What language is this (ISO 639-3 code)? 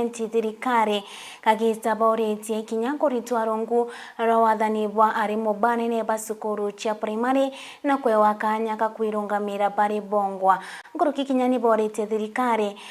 mer